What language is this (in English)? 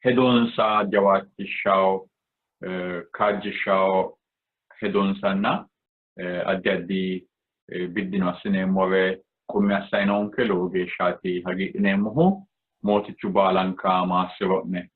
Sidamo